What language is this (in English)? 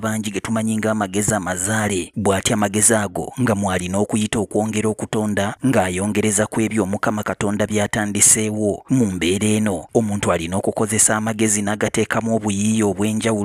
Ganda